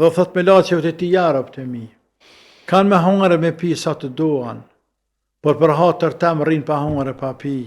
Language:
Albanian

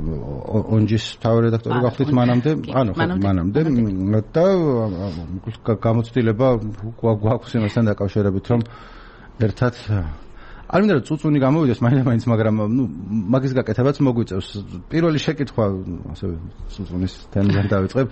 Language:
Georgian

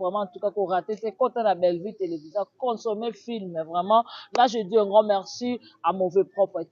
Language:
Lingala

